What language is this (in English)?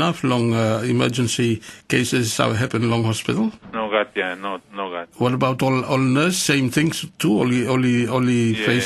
Tok Pisin